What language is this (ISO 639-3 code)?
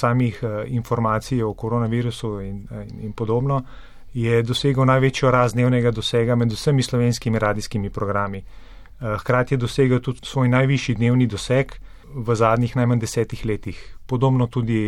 slv